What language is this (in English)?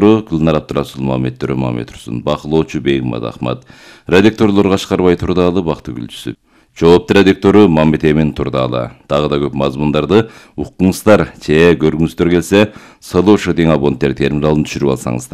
Kyrgyz